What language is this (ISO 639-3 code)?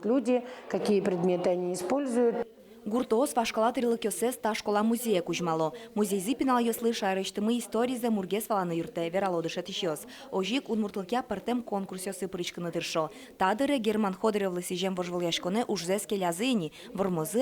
udm